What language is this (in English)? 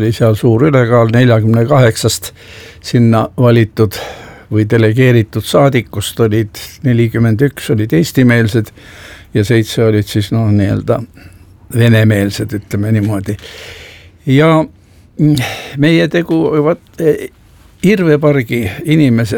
Estonian